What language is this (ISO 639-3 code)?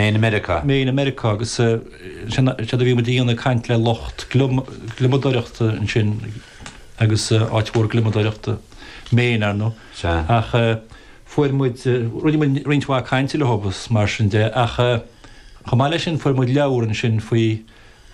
gle